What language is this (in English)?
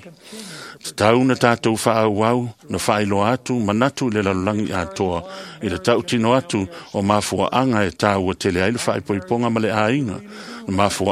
Samoan